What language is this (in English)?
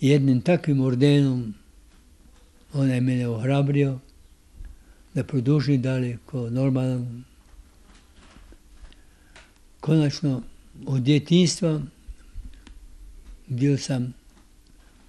Croatian